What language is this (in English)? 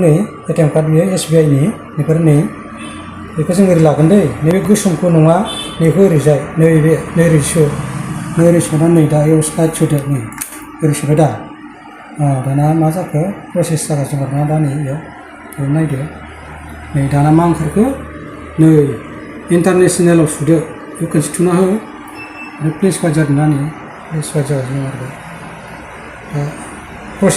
Bodo